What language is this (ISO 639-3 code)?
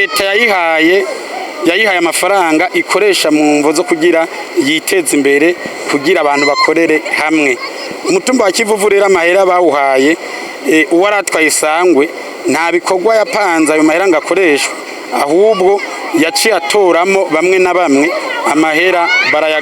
run